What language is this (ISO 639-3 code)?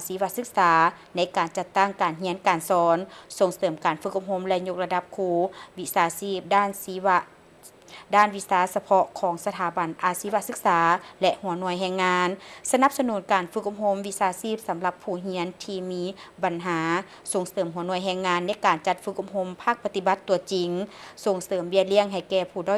lao